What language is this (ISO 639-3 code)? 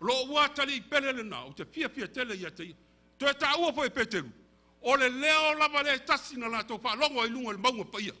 smo